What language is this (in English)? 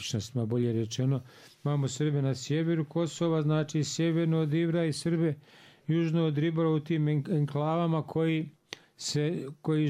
Bosnian